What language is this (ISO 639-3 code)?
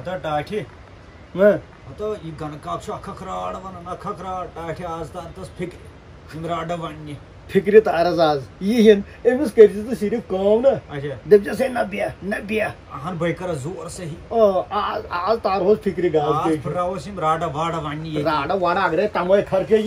kas